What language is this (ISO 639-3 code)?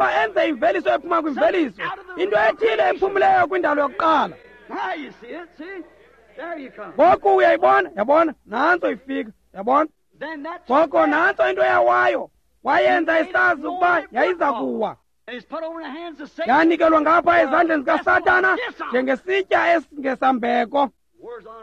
xho